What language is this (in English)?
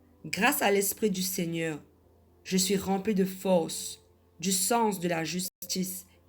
Morisyen